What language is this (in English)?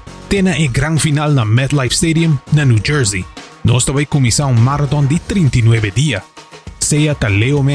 Papiamento